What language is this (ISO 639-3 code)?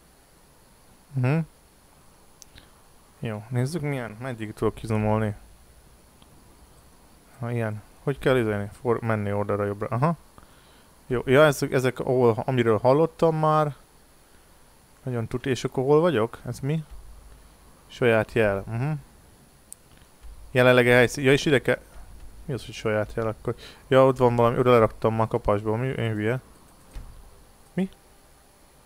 hun